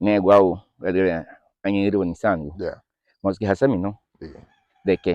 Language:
Garifuna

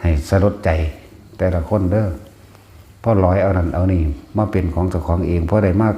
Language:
Lao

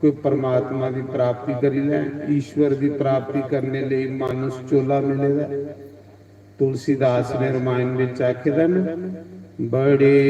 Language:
Dogri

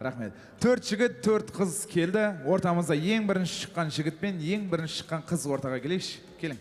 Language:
Kara-Kalpak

